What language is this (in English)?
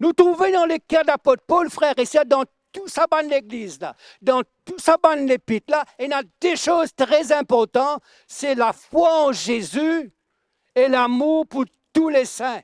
Morisyen